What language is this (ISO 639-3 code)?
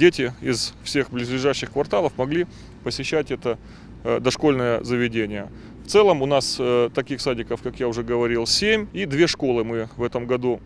crh